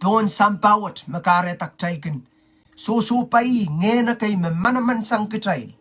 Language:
Pohnpeian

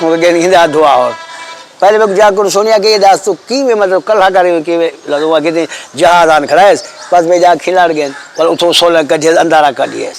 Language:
Saraiki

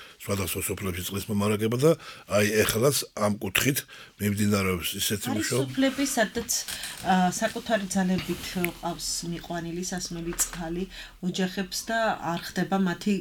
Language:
Georgian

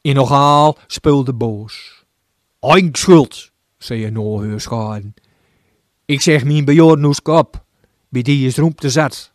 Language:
Gronings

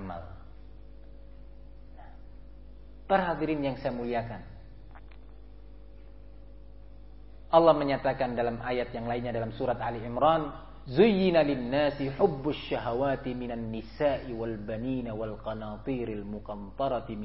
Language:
Indonesian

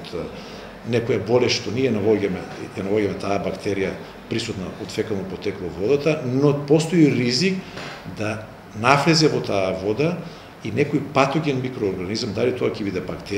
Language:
Macedonian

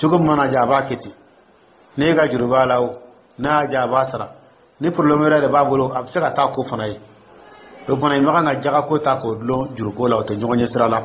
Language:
Dyula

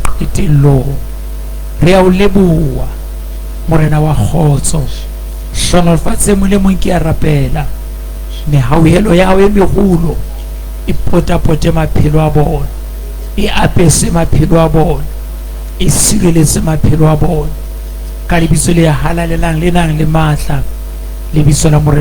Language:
Southern Sotho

